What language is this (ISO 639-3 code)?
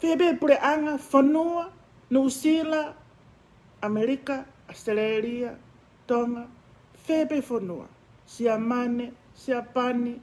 ton